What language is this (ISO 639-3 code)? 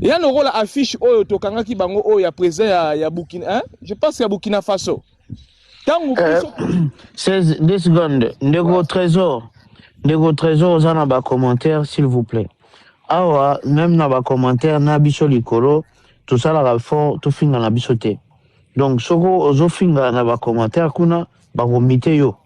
lin